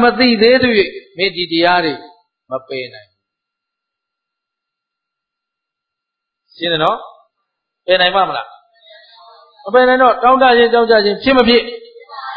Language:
Burmese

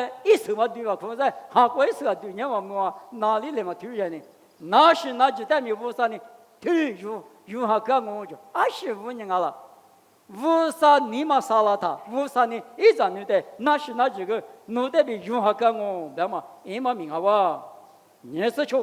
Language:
Lisu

